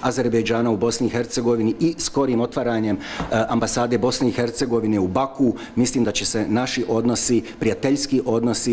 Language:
Bosnian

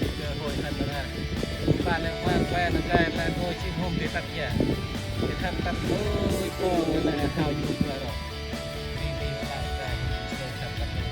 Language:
Central Mnong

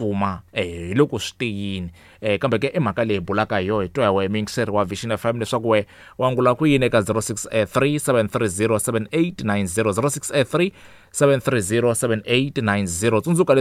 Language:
Tsonga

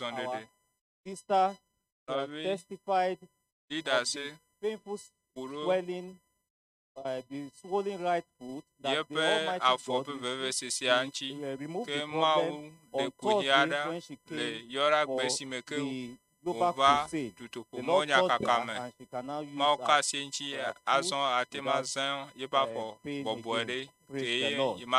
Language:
Ewe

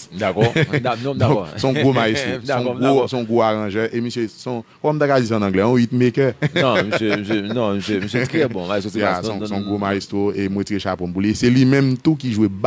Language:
Haitian Creole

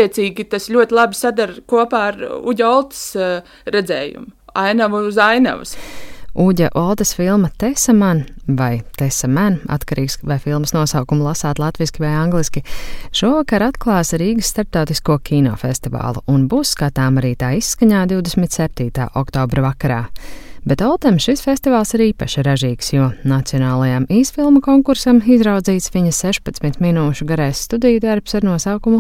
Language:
Latvian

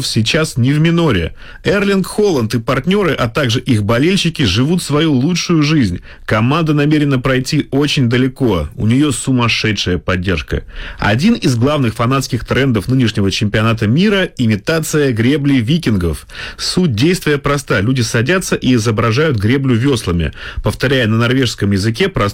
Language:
Russian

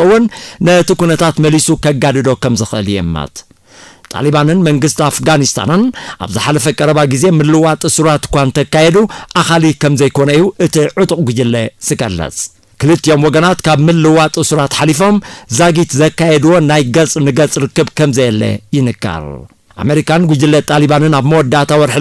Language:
Tigrinya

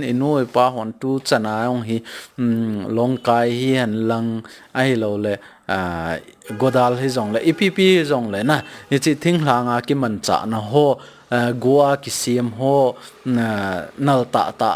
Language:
Thado Chin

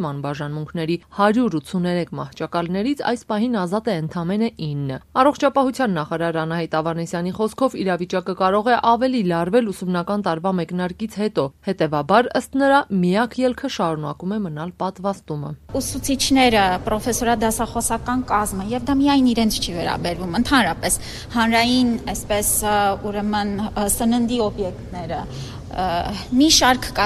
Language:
Armenian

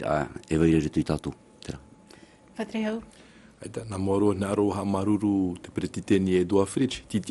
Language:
Tahitian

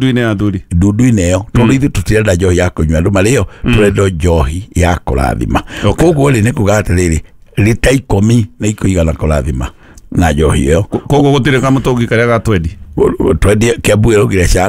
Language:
Kikuyu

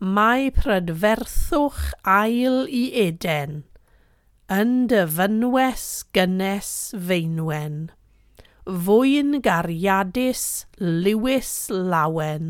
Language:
Welsh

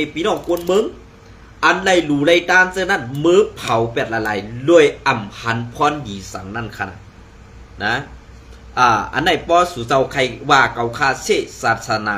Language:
Shan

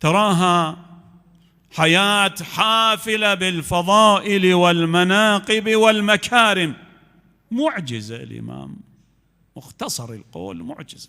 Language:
Mesopotamian Arabic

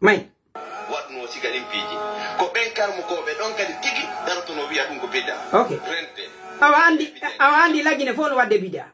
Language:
Pular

